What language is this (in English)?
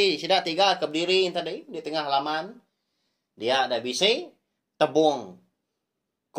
Iban